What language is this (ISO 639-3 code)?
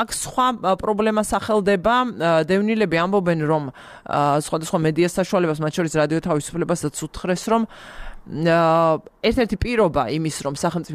kat